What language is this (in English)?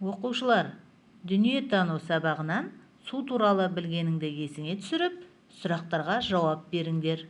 Kazakh